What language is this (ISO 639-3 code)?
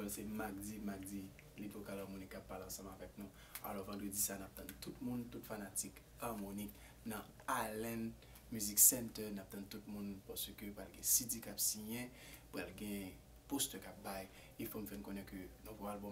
hat